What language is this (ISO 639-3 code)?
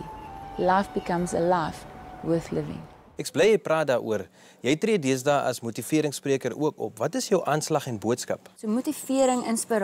afr